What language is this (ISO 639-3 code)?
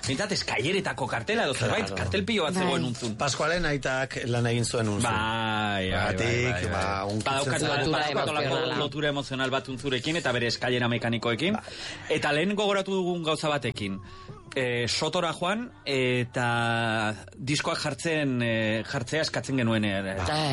eus